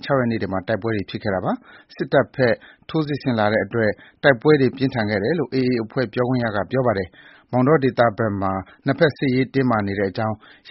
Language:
Burmese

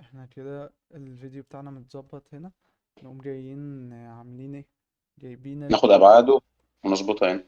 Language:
Egyptian Arabic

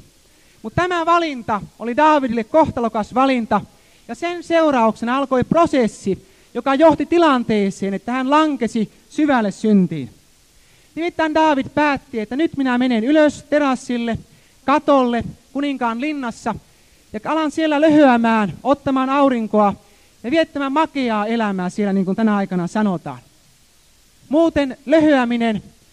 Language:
Finnish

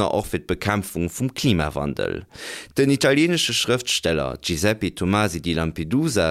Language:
Luxembourgish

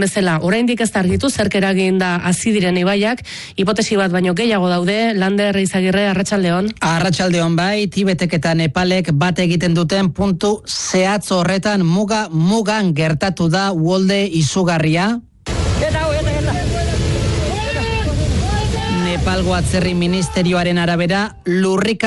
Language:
Basque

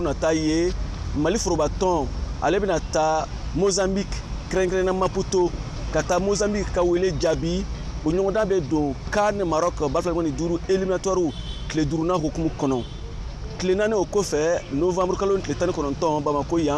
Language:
Bambara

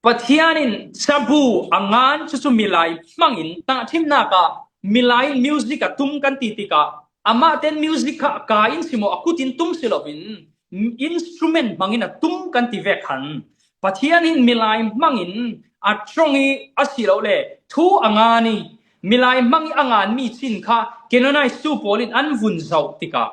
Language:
Falam Chin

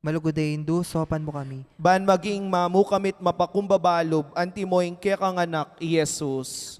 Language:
Pampanga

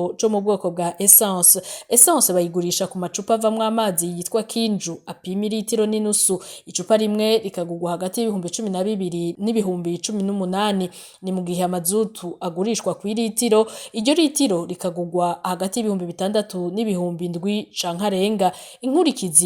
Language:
Rundi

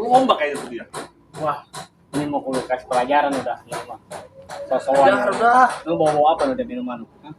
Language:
Betawi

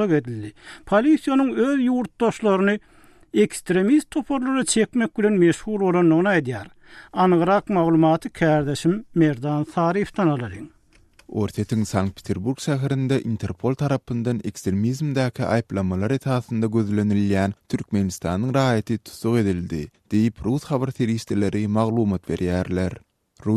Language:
Turkmen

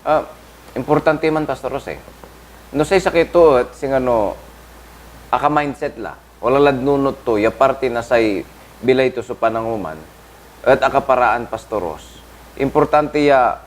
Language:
Pangasinan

